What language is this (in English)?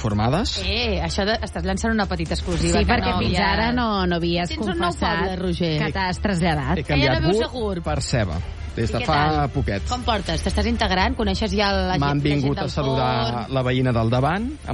Catalan